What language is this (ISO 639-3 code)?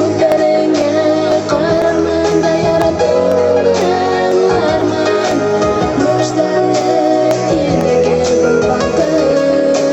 bak